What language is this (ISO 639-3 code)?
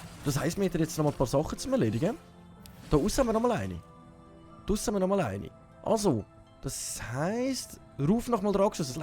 gsw